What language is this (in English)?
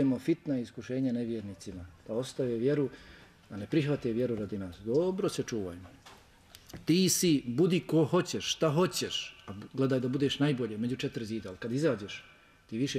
Bosnian